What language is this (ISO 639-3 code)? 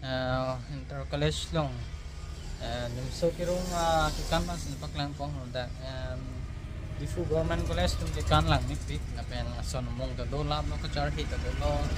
mjw